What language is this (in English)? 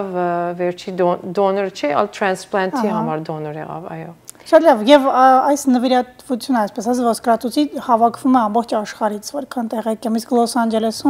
Armenian